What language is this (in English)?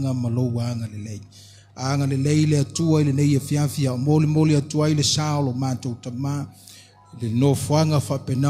Samoan